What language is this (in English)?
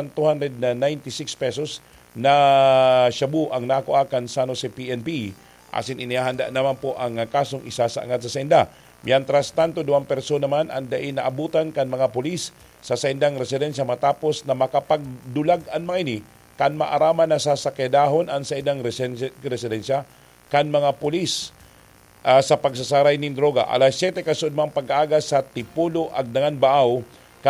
Bikol